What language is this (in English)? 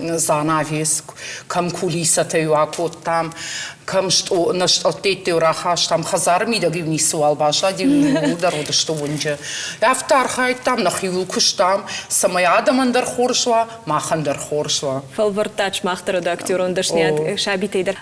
Ossetic